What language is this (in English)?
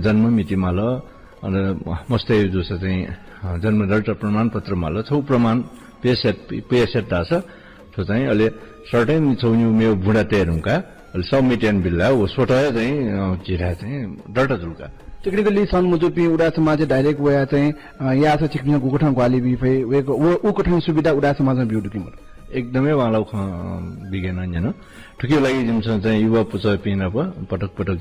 Newari